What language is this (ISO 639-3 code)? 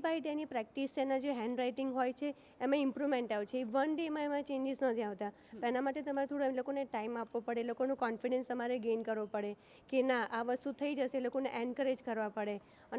guj